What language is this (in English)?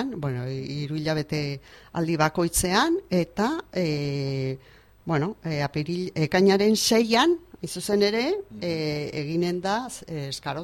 Basque